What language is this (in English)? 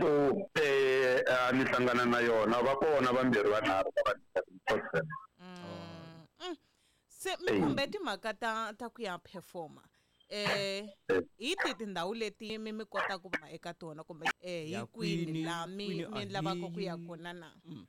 Tsonga